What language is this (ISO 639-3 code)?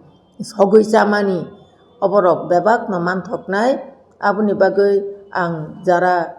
trp